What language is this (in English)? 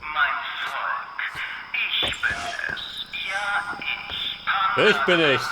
Bavarian